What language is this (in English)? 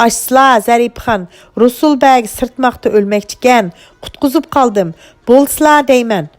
Uyghur